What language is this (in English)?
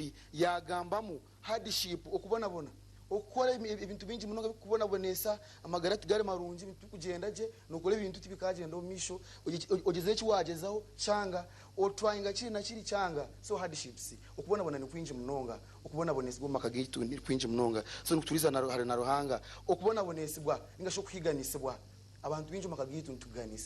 Nyankole